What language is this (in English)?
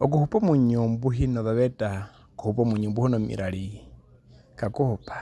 Herero